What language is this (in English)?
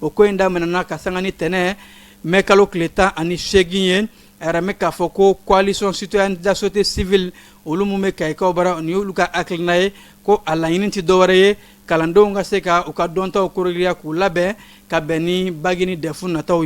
Bambara